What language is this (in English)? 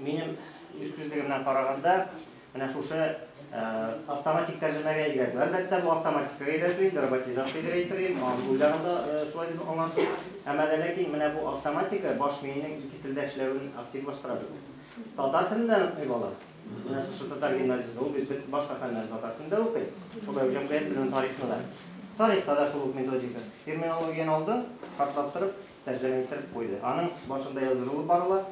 Tatar